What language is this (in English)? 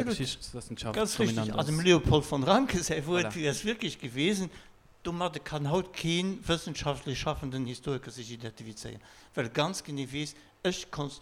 Luxembourgish